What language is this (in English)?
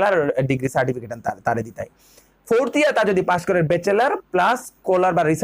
Bishnupriya